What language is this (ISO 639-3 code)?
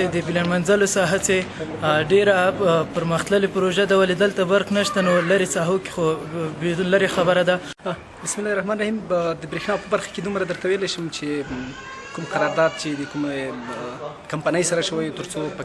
pus